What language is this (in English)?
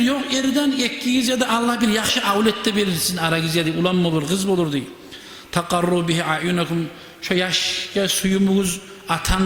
Kumyk